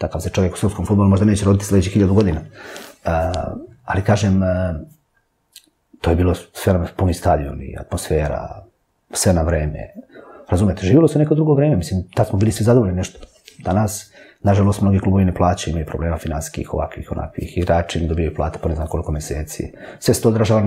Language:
Serbian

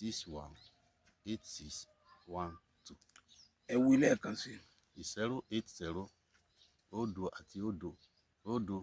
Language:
Yoruba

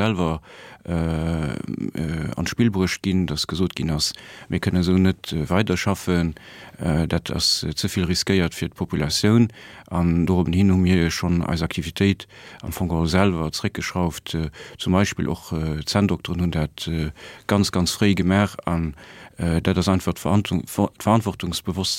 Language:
Luxembourgish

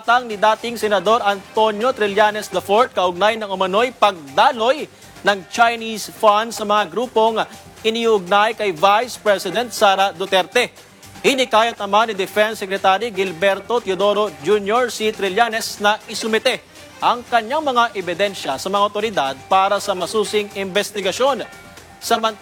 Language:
Filipino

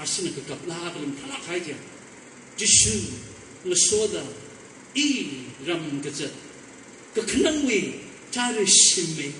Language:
Tangkhul Naga (India)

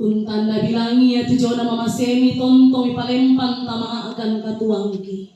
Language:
Toraja-Sa'dan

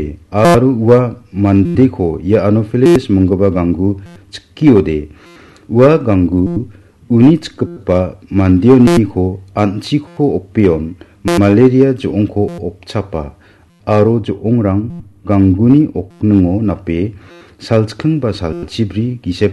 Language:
Garo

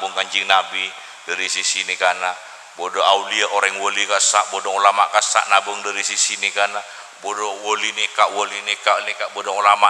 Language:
Madurese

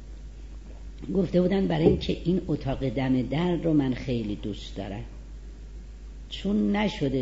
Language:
Persian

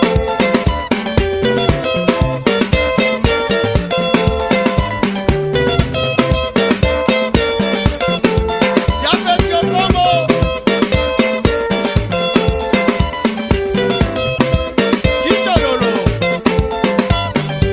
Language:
Swahili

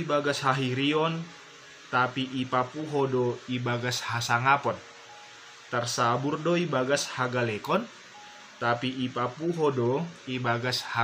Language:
Batak Simalungun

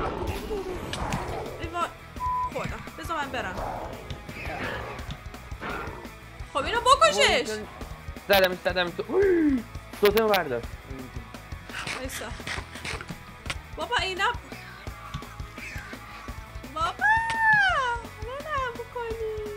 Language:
Persian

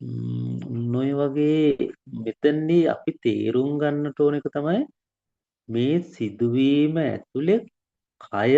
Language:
Sinhala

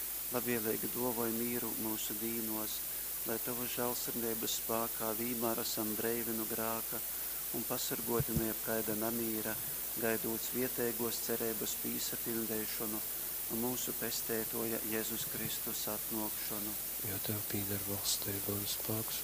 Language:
Latgalian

